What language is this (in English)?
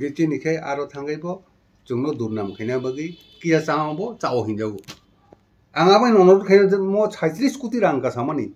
Kok Borok